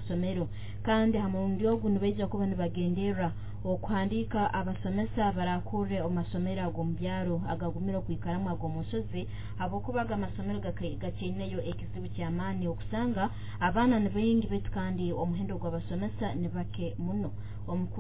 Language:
Nyoro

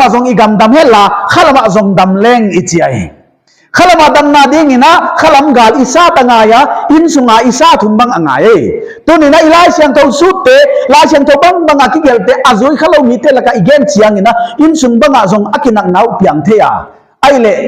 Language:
Paite Chin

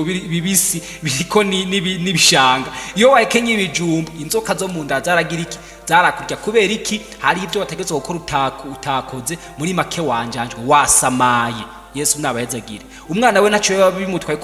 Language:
Rundi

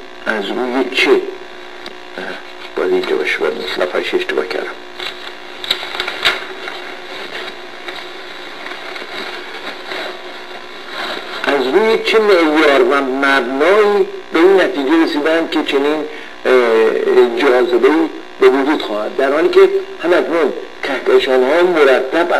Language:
Persian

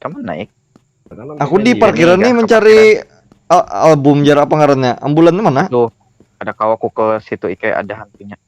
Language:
Banjar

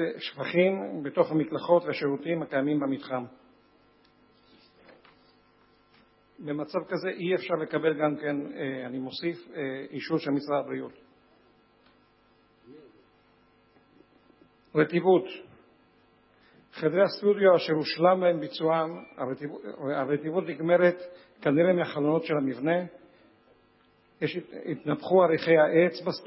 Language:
Hebrew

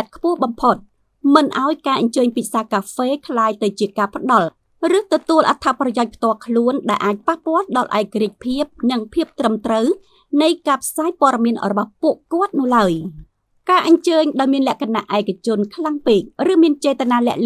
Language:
Khmer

